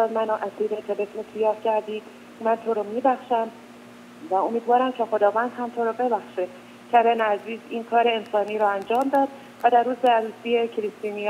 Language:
Persian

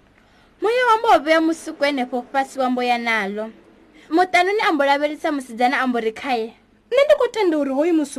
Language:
Venda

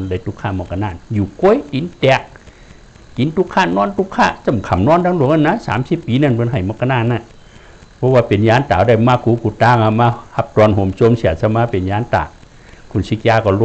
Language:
Shan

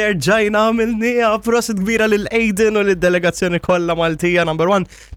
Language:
Maltese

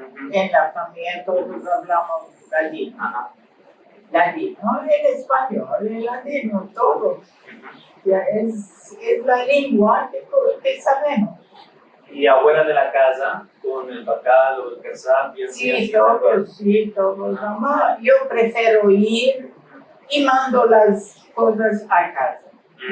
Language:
Ladino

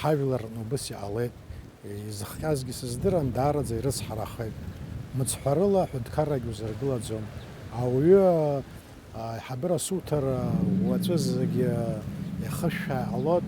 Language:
Abkhazian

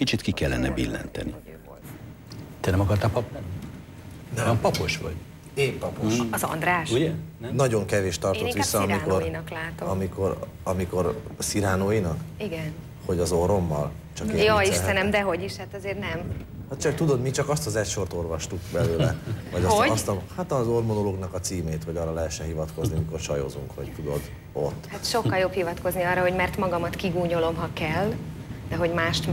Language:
Hungarian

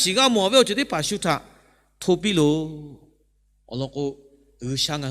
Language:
Lahu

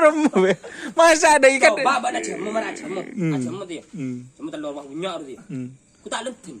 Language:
Madurese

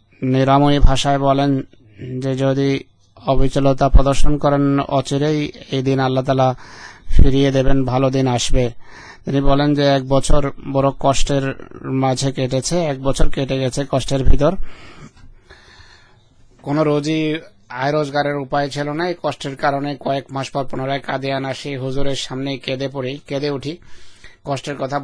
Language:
Bangla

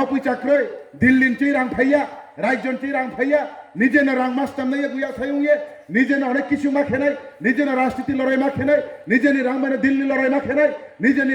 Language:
Riang (India)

